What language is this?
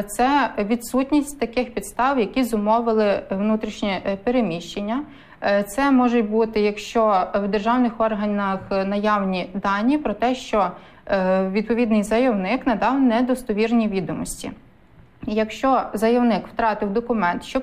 Ukrainian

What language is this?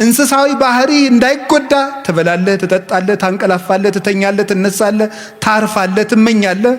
Amharic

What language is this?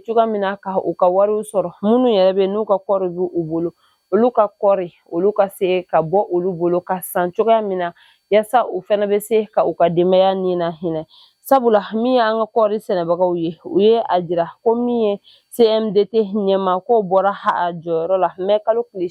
Bambara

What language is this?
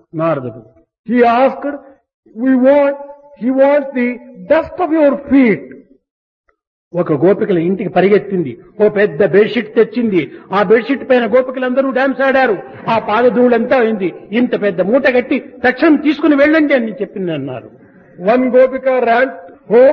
Telugu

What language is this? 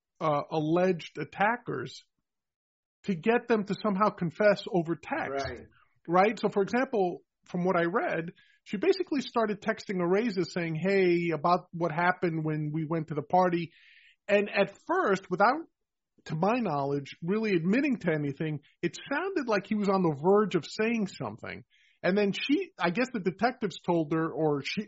English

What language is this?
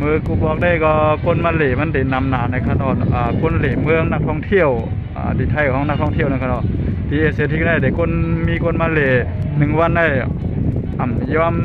Shan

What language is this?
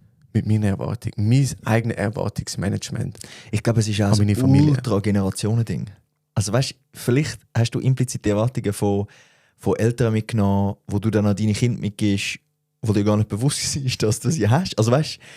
Swiss German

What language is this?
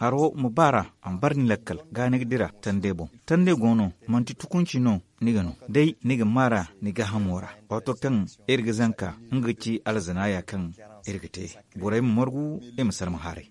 Zarma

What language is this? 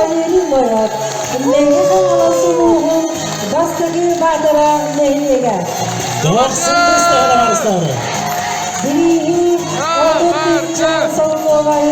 Yakut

